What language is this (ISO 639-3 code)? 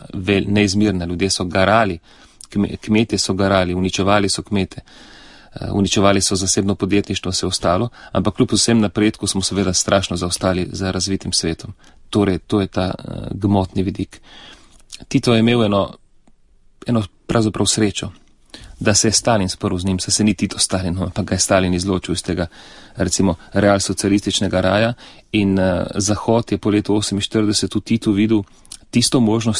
slv